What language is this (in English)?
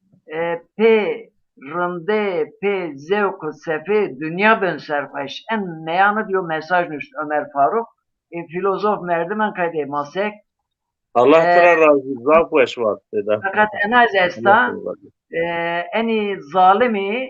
Zaza